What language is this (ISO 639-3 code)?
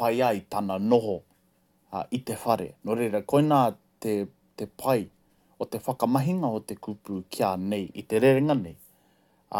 mri